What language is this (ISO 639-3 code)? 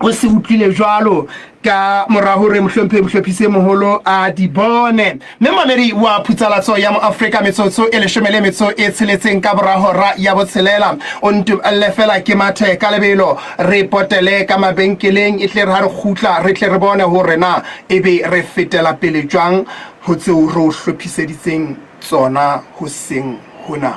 sot